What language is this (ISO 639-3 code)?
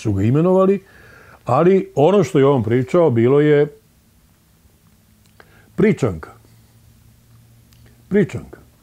srp